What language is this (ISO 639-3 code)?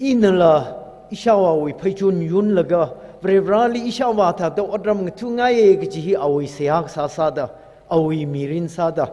nmf